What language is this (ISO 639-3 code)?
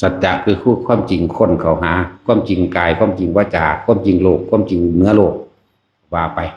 lao